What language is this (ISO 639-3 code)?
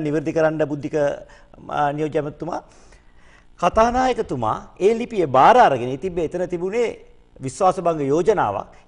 sin